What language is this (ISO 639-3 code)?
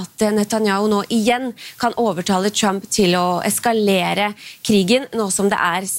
nor